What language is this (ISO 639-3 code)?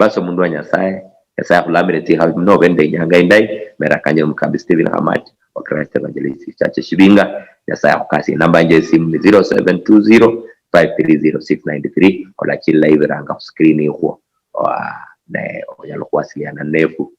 luy